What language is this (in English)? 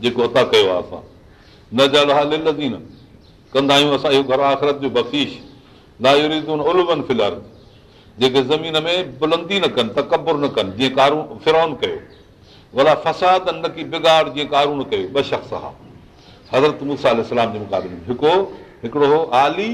Sindhi